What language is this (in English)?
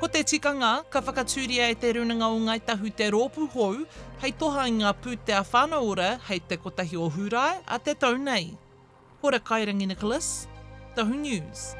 Māori